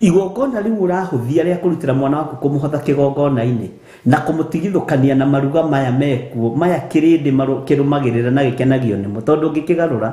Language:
Kikuyu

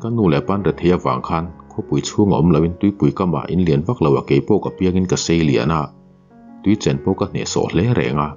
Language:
Mizo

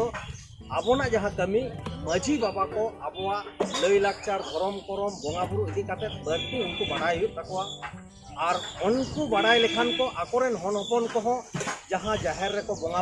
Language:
Santali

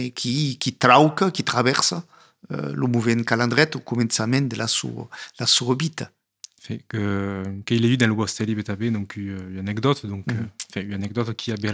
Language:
Occitan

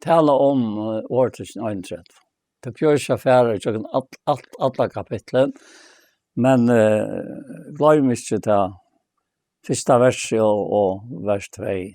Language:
Faroese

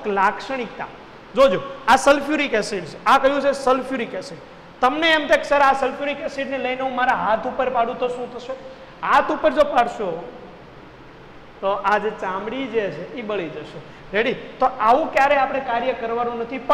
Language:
Gujarati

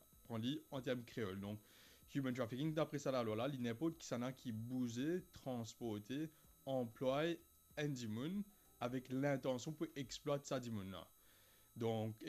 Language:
Morisyen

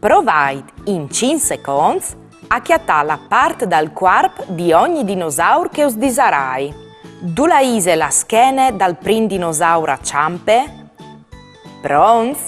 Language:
Friulian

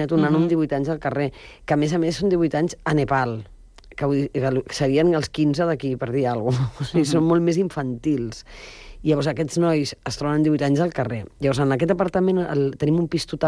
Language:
Catalan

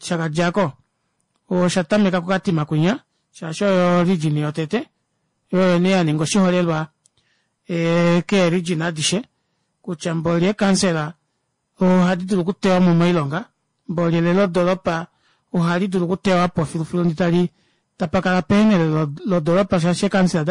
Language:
Kuanyama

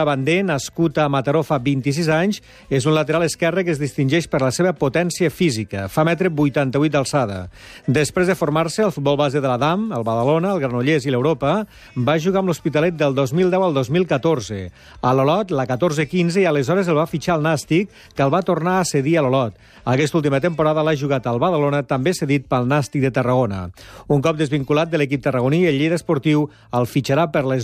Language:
Catalan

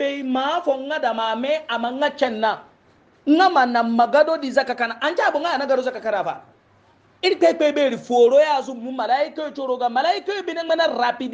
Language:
Hausa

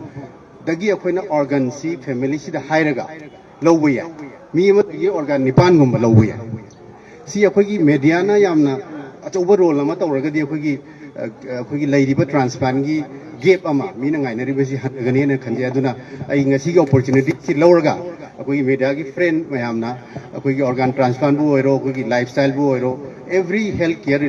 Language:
Manipuri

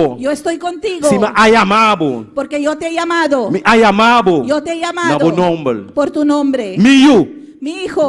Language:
Papiamento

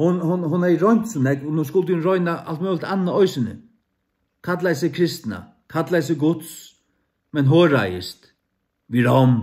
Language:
Faroese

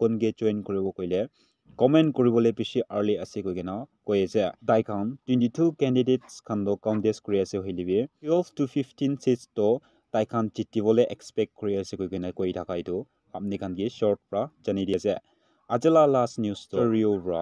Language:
Naga Pidgin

